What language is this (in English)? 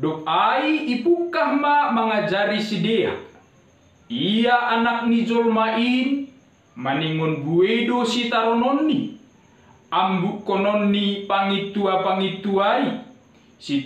Batak Simalungun